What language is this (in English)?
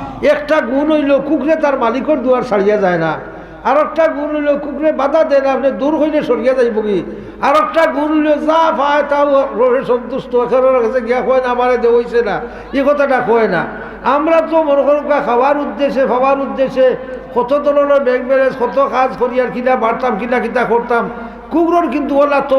Sylheti